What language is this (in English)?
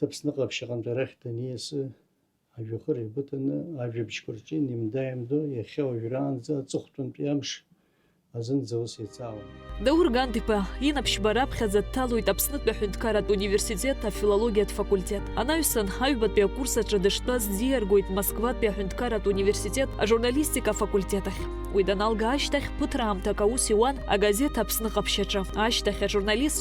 Abkhazian